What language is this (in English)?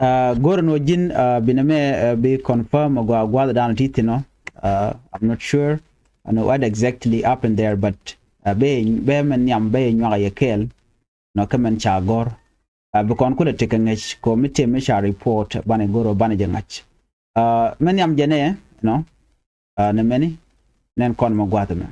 Nuer